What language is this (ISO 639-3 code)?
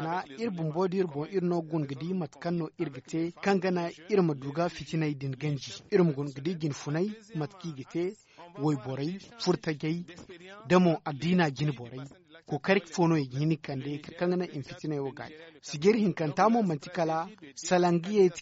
dje